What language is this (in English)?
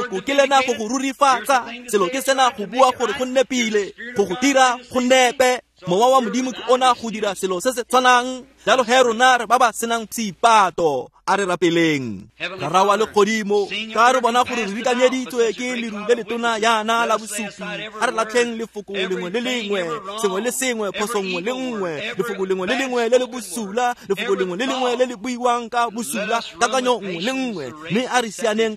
Tswana